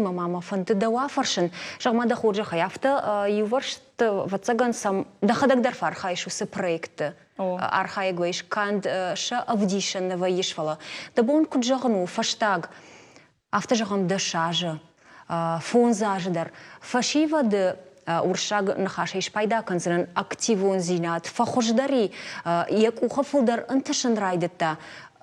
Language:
Ossetic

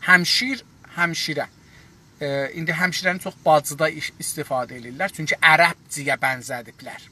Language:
South Azerbaijani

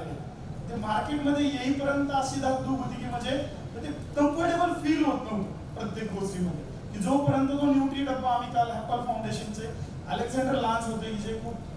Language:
Marathi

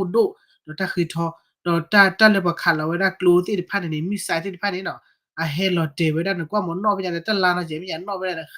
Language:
S'gaw Karen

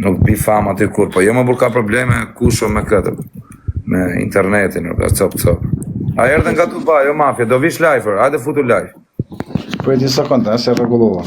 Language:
Albanian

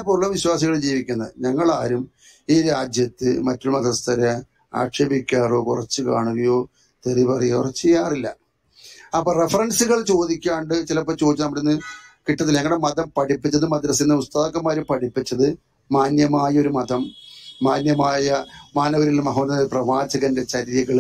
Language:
Malayalam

